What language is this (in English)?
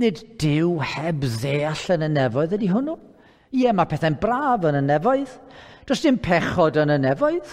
Welsh